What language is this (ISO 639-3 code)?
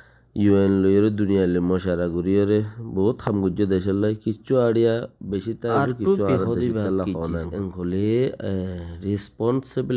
rhg